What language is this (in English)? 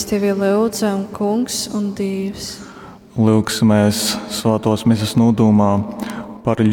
Latgalian